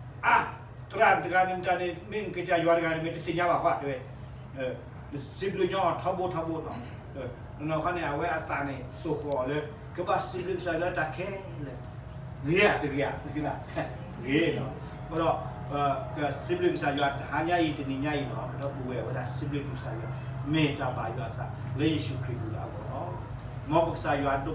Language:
S'gaw Karen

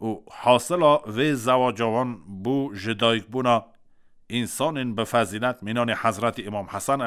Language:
Kurdish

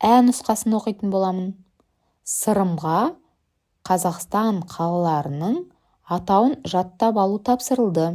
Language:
Kazakh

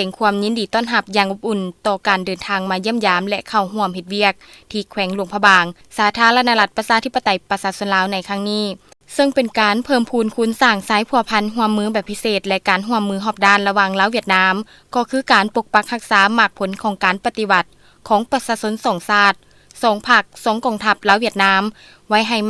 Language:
Lao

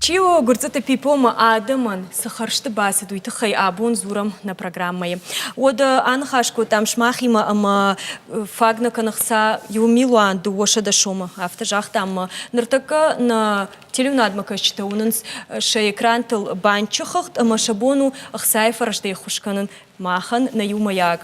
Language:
Ossetic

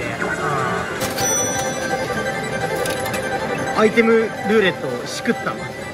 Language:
Japanese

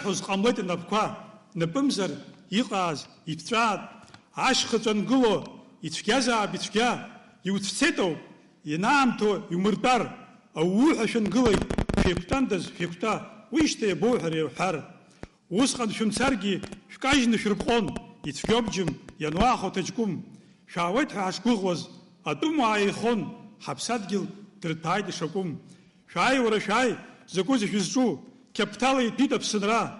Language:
Abkhazian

